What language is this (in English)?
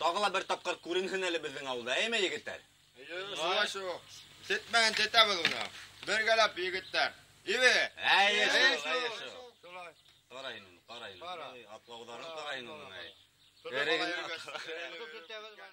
Bashkir